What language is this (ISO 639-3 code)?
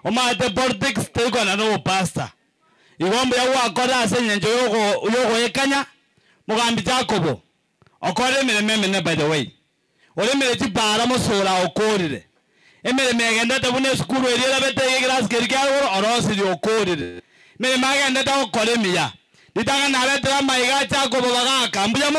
guz